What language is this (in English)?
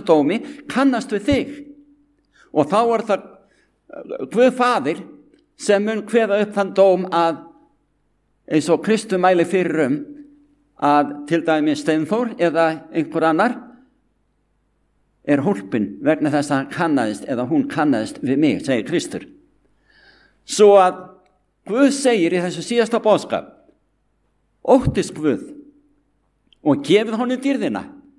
Icelandic